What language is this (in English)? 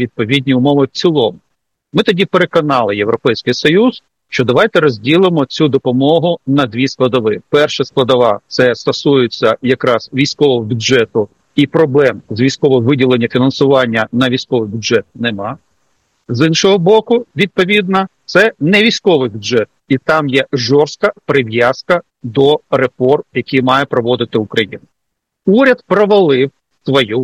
Ukrainian